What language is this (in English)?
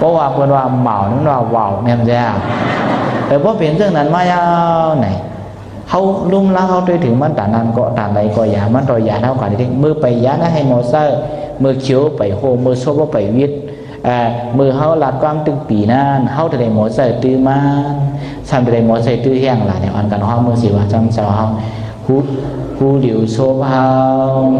Shan